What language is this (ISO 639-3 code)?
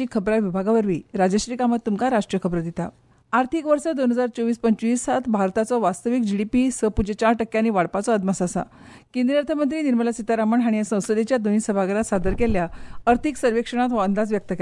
kok